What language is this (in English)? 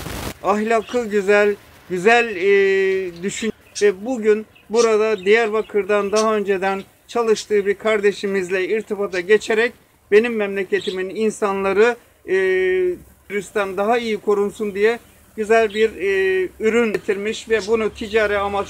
Turkish